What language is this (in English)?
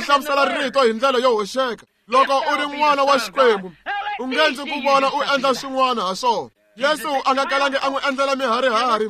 Tsonga